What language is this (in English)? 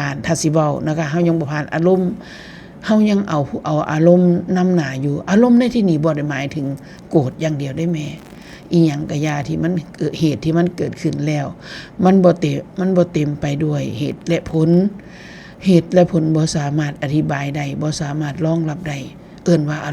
Northeastern Thai